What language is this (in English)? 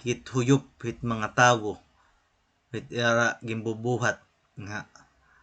Waray